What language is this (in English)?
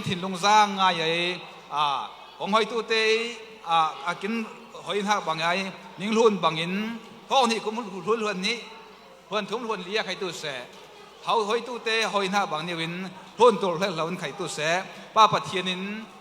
Falam Chin